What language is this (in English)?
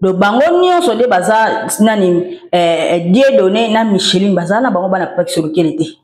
Lingala